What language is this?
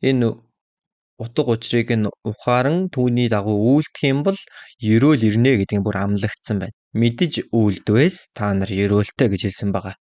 Mongolian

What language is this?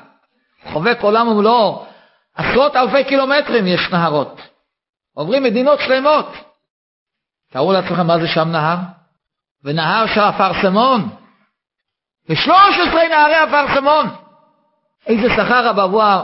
Hebrew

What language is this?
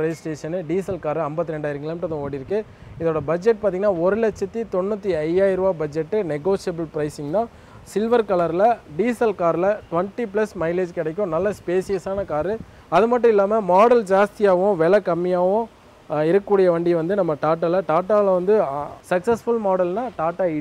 Tamil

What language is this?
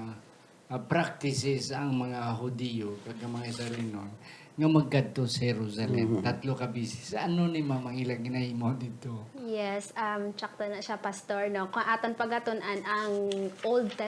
Hiligaynon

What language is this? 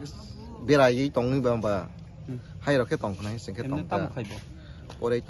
Kok Borok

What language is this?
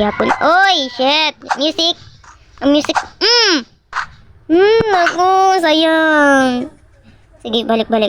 Cebuano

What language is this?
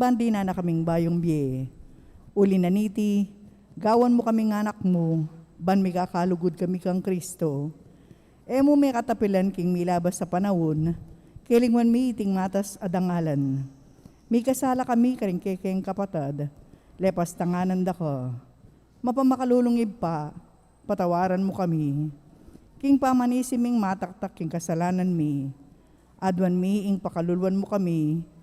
Pampanga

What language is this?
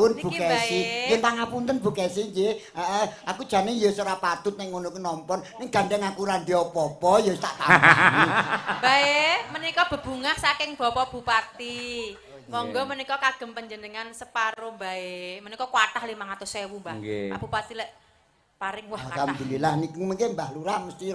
Javanese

